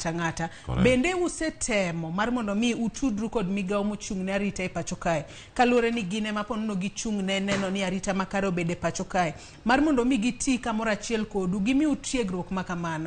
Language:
Luo (Kenya and Tanzania)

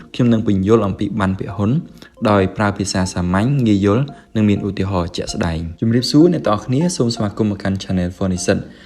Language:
Khmer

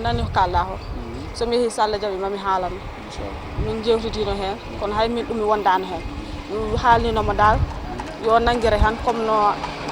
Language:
Fula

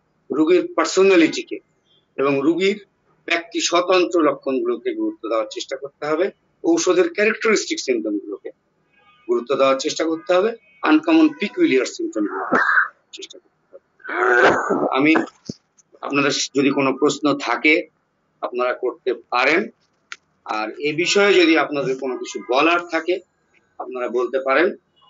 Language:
Bangla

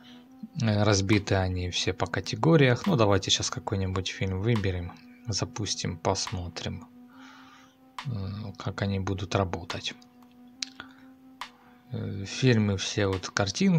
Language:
Russian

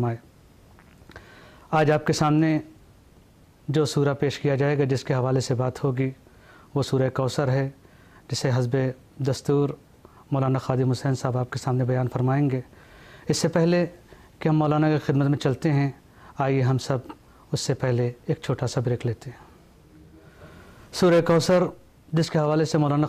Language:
Urdu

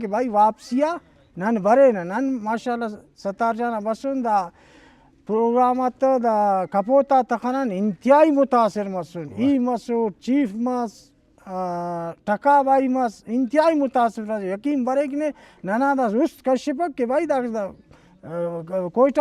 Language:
Brahui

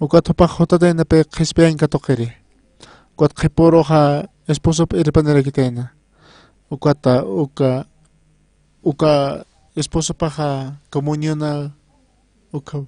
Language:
Aymara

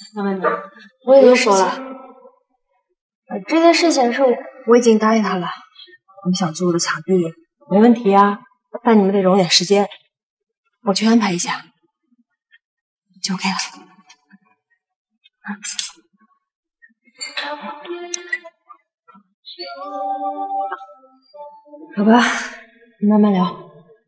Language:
Chinese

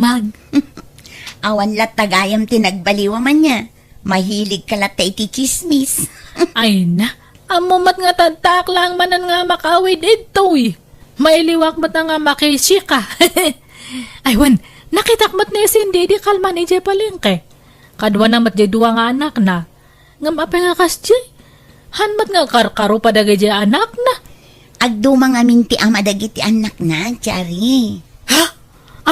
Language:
Iloko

